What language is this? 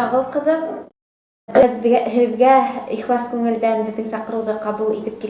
Bashkir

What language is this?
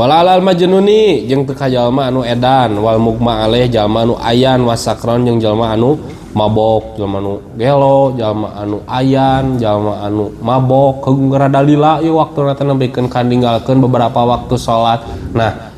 Sundanese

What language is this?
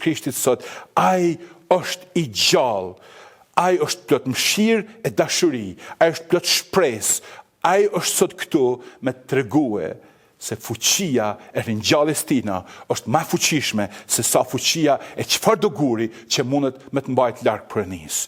Albanian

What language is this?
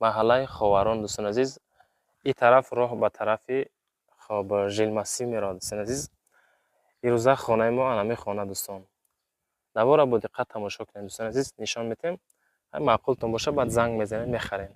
Tajik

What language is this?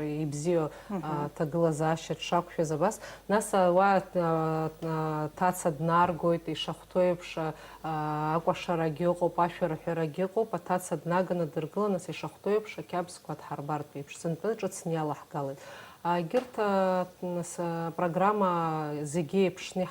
Abkhazian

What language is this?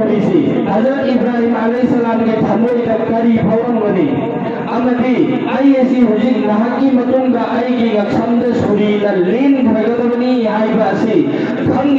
Manipuri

